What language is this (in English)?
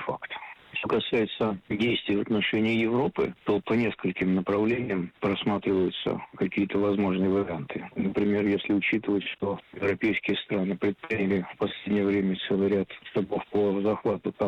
Russian